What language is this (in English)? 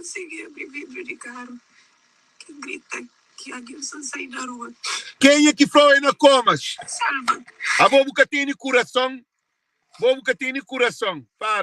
Kabuverdianu